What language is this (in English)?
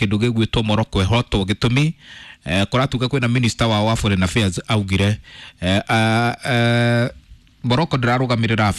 Kikuyu